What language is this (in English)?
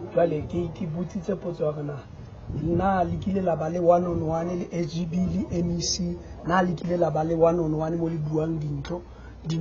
Southern Sotho